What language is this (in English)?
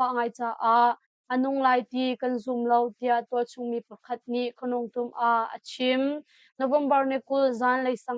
Hakha Chin